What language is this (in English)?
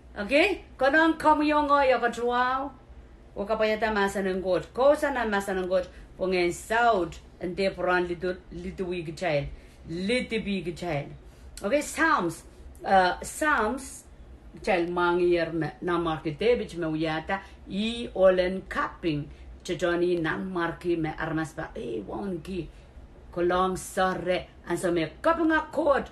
Pohnpeian